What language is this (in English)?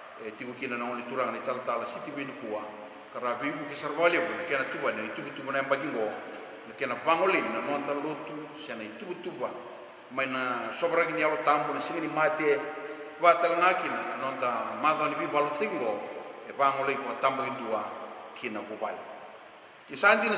Fijian